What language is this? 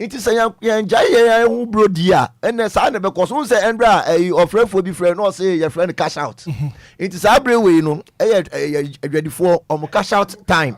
Akan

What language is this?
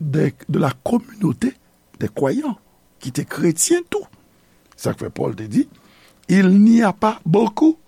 Haitian Creole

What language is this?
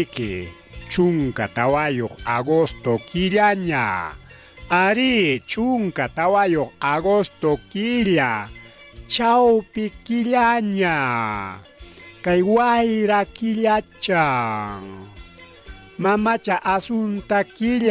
Ayacucho Quechua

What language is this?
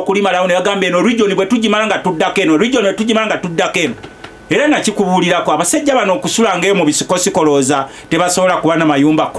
Ganda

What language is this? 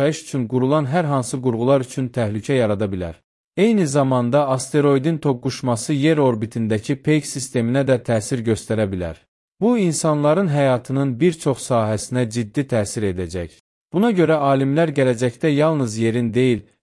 Azerbaijani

